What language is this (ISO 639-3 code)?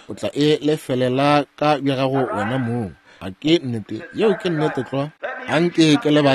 nso